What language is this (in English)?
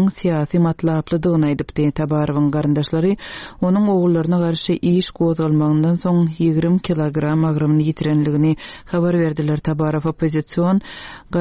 Turkmen